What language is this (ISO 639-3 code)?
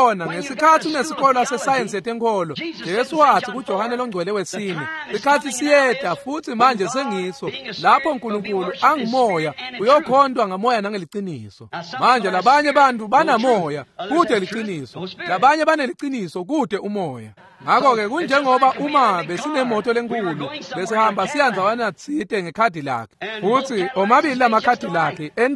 ssw